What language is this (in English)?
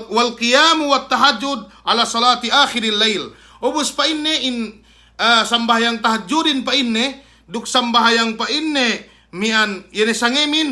Yakan